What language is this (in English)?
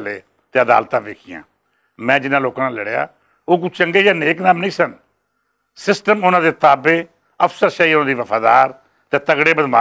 Western Panjabi